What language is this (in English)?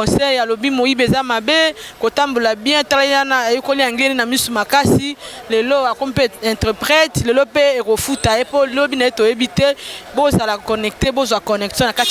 Lingala